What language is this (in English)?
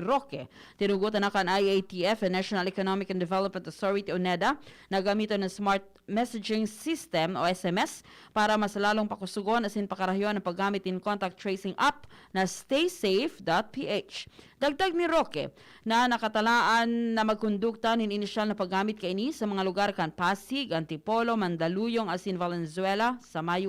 Bikol